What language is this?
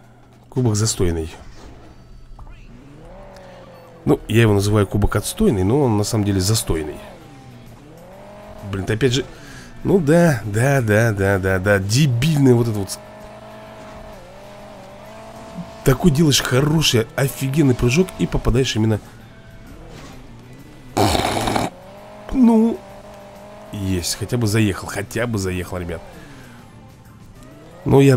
Russian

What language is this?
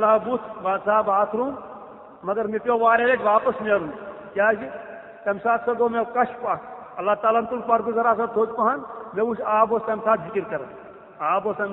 Kashmiri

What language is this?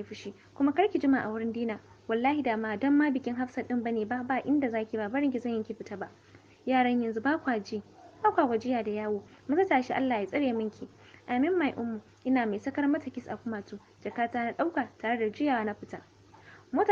Hausa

